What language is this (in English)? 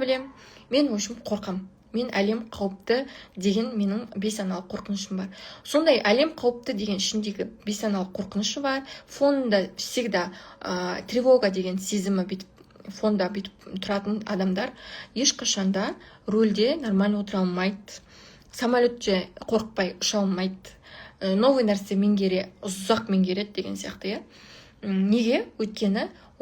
Kazakh